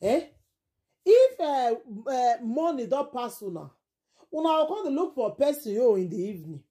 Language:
Nigerian Pidgin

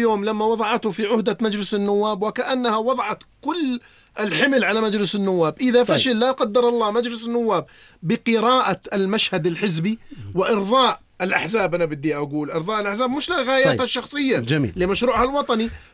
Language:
North Levantine Arabic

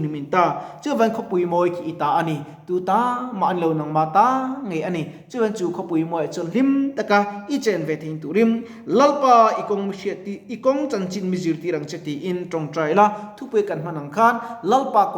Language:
Mizo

